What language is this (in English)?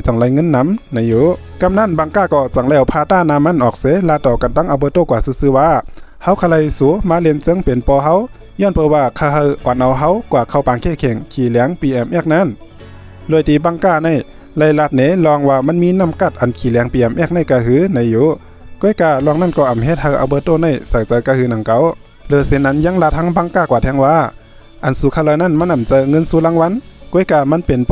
Shan